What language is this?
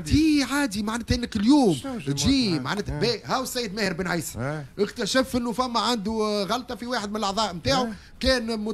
Tunisian Arabic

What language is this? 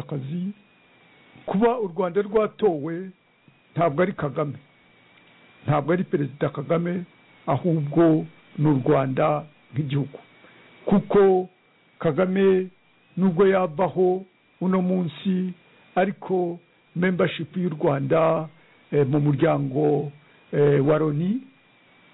Kinyarwanda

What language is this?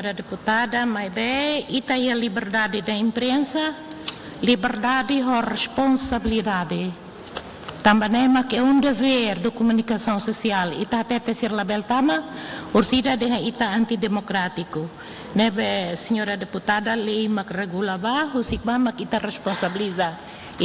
Tetum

